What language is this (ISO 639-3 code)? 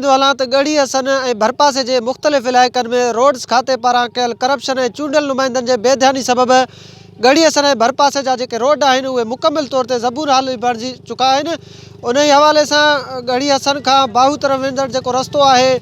snd